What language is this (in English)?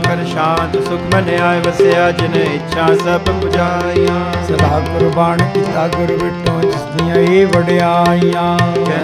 Punjabi